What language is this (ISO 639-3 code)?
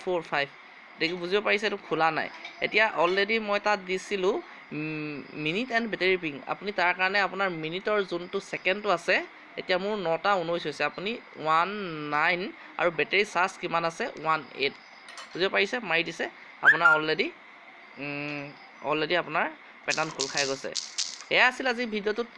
asm